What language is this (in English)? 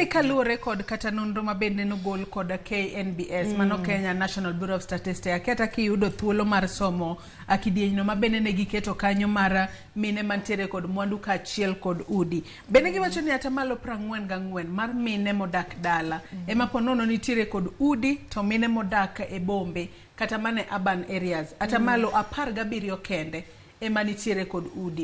Luo (Kenya and Tanzania)